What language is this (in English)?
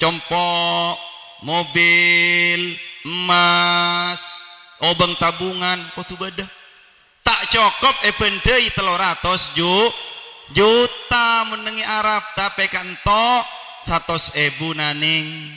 Madurese